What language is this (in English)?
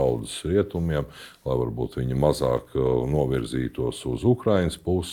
Latvian